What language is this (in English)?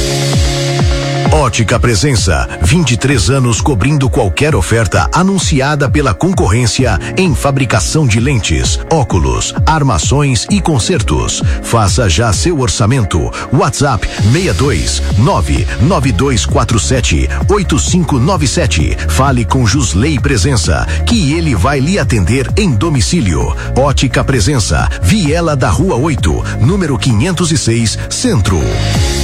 Portuguese